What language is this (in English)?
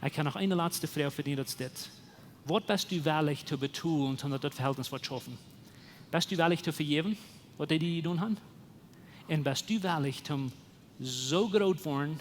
Plautdietsch